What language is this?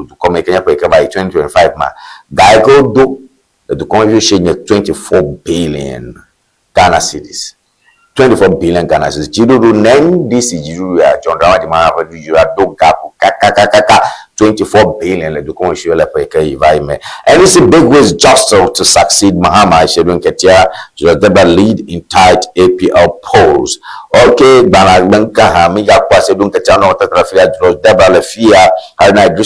Ewe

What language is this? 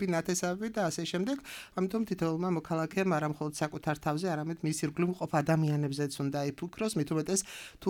Georgian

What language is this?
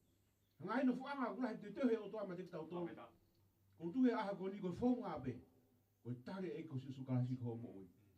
Tongan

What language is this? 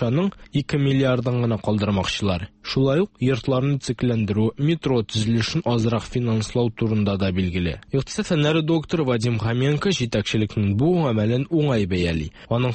Tatar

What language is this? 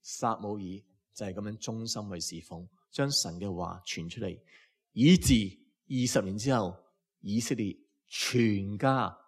Cantonese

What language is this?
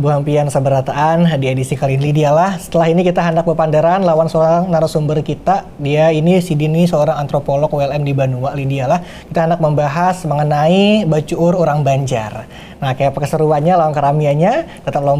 Banjar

